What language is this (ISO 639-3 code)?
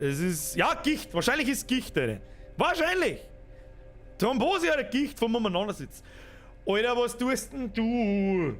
bar